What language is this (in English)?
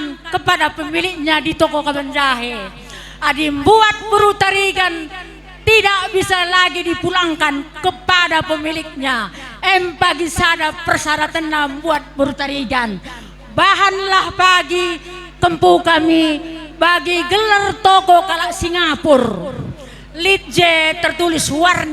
Batak Karo